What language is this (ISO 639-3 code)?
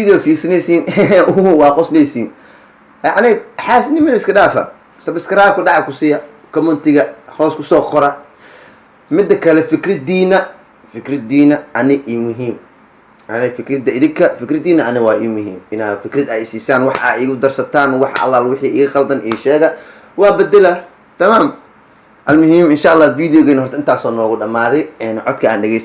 som